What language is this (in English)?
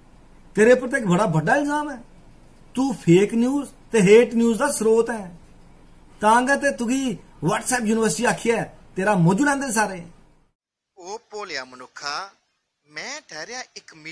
Dogri